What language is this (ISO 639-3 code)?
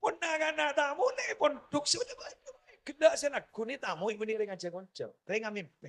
mad